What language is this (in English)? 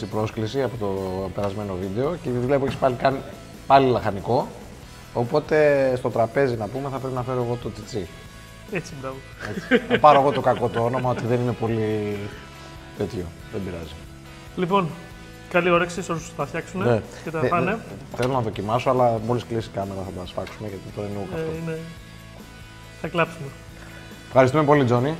Greek